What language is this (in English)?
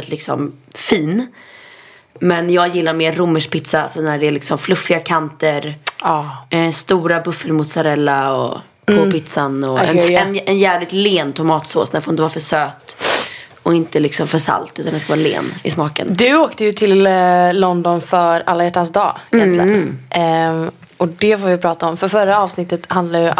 Swedish